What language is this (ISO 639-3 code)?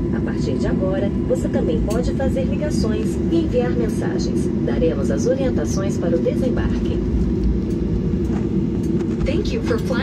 por